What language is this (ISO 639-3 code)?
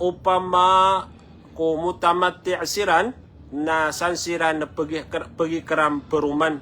mrw